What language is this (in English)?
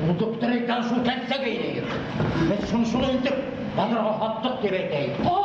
Bashkir